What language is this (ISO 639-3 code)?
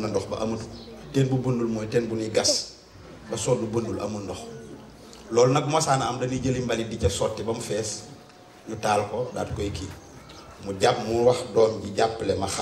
wol